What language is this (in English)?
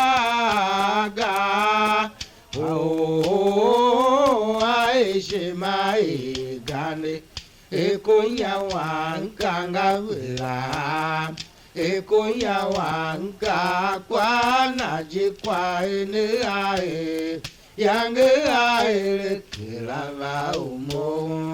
Tiv